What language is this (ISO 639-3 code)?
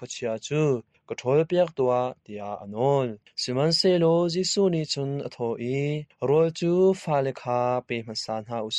cnh